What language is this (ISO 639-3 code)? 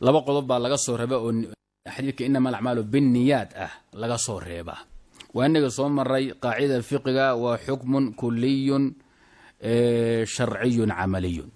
som